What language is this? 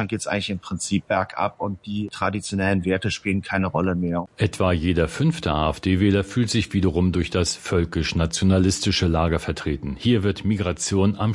German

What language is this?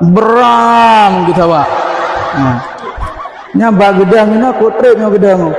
Achinese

